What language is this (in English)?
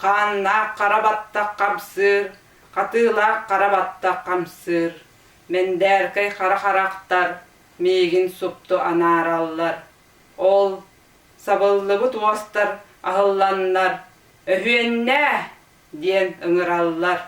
Yakut